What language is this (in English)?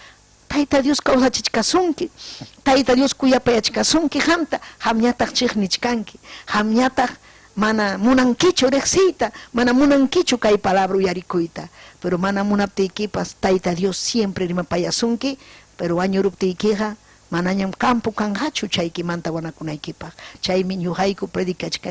Ayacucho Quechua